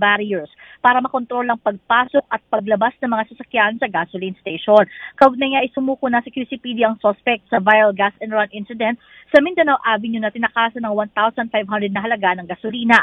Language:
Filipino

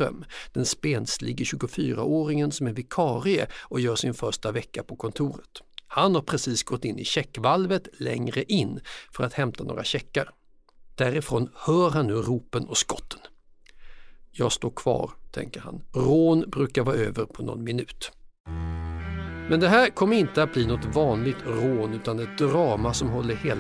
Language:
Swedish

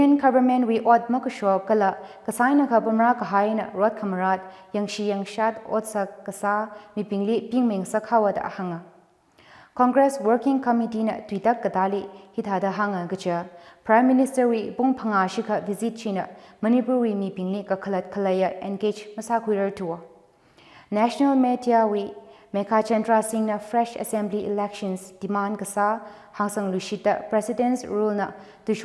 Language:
Tangkhul Naga (India)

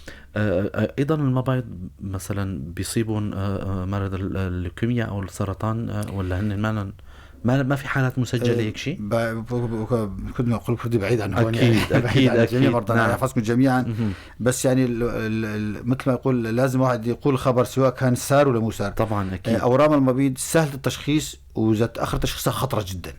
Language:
North Levantine Arabic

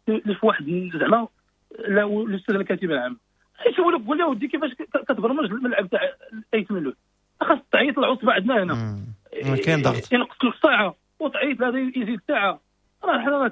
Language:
Moroccan Arabic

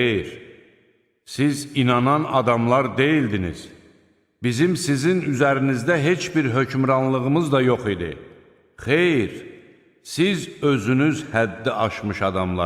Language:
Azerbaijani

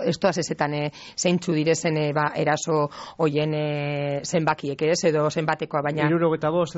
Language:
Basque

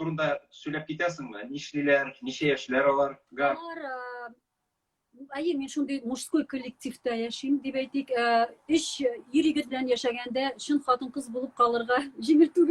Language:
Tatar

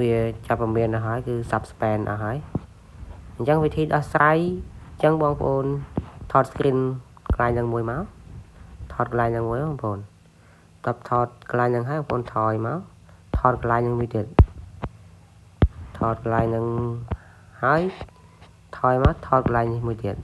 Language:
Khmer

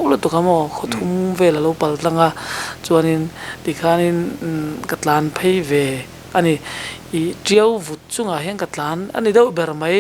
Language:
Mizo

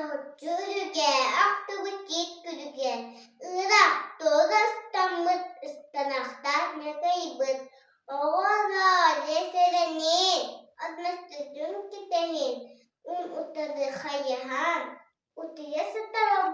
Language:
Yakut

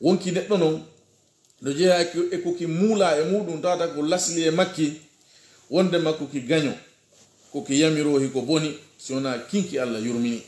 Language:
Pular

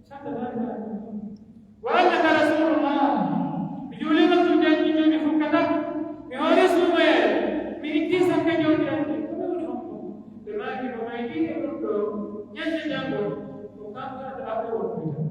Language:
Pular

